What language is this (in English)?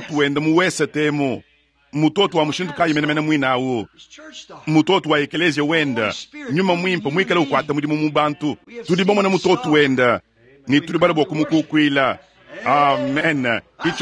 Luba-Lulua